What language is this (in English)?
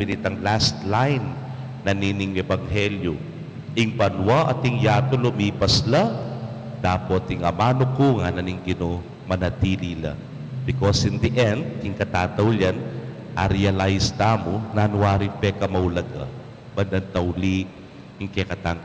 Pampanga